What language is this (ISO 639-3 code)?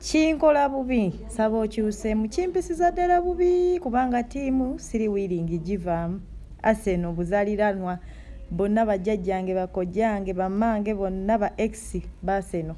lug